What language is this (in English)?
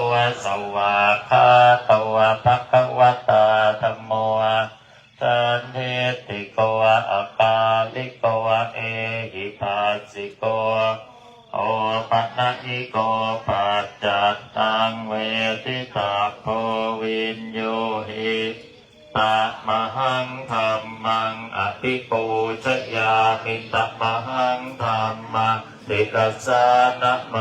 Pali